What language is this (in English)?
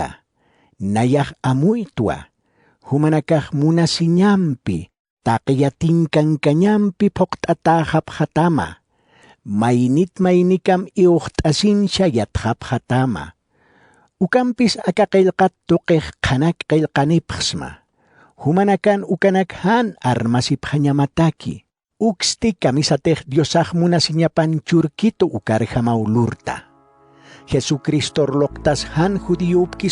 Aymara